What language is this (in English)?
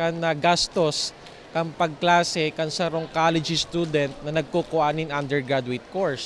Bikol